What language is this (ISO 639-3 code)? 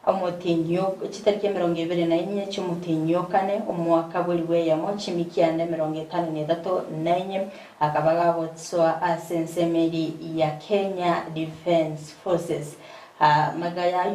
guz